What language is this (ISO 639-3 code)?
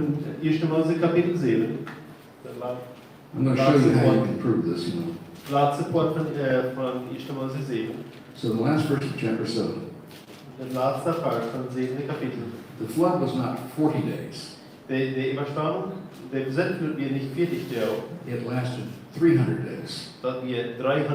pdt